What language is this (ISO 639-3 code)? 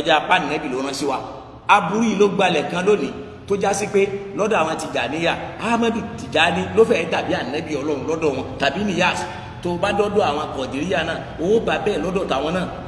yor